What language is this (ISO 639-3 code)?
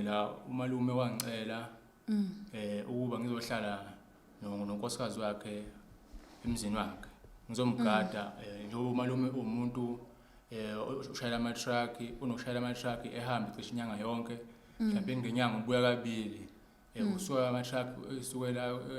zul